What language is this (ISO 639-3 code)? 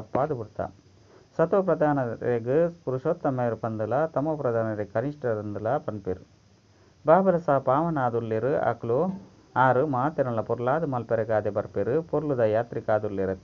tcy